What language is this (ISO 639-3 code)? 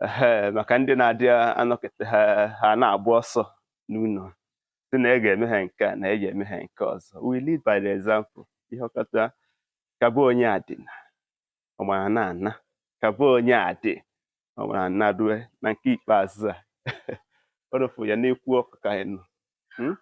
ibo